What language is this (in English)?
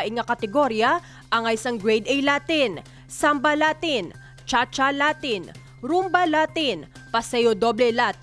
Hiligaynon